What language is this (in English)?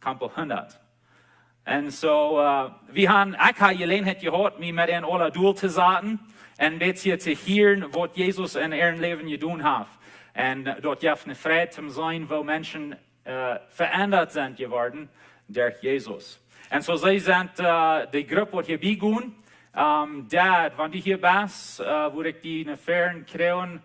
Plautdietsch